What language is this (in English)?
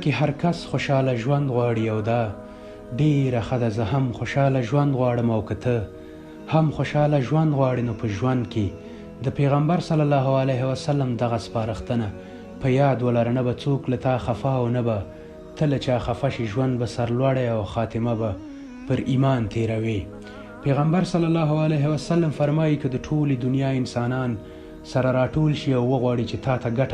Pashto